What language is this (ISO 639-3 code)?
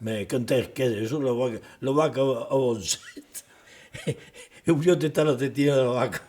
oci